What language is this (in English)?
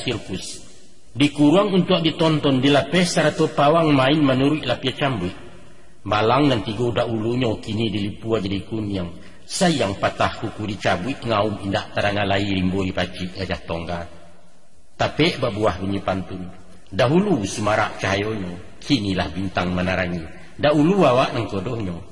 Minangkabau